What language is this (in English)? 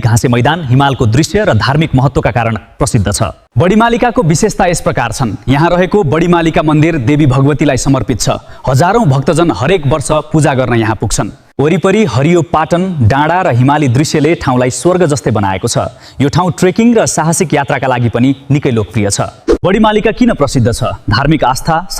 Nepali